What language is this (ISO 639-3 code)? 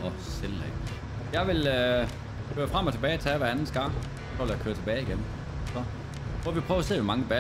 dan